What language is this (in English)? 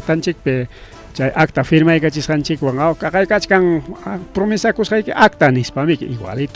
Ayacucho Quechua